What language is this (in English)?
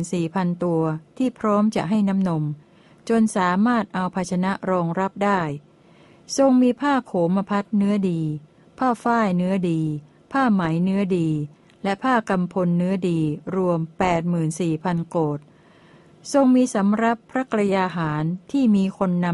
Thai